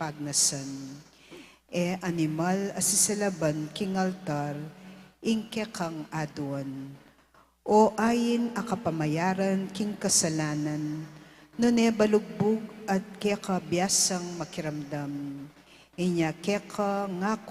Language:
Pampanga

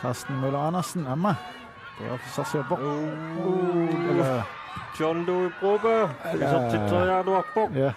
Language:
Kalaallisut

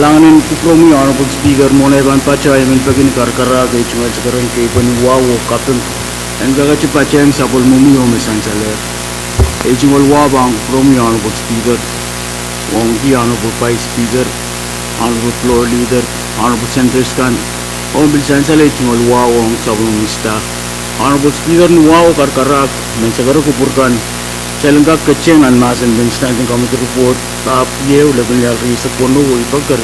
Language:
Pohnpeian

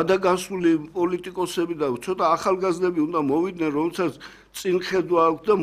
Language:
Georgian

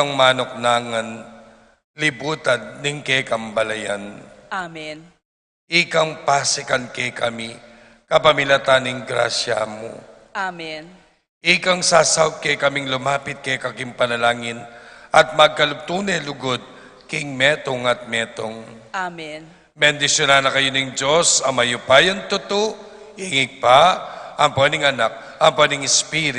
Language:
Pampanga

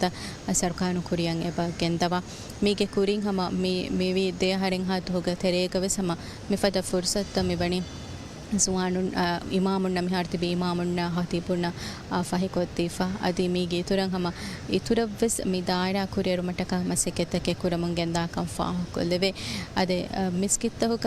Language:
Divehi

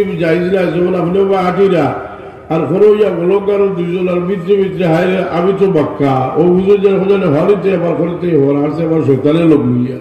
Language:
Sylheti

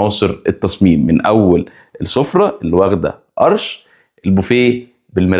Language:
Egyptian Arabic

